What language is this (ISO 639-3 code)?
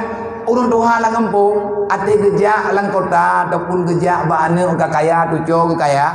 ace